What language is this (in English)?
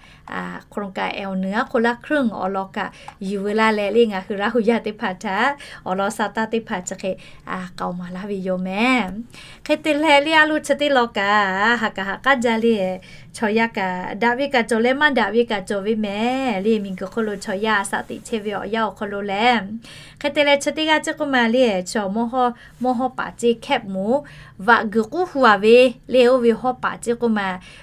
Lahu